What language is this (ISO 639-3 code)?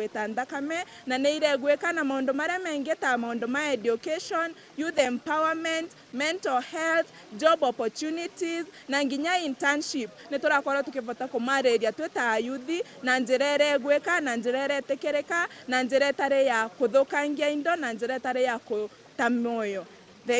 mer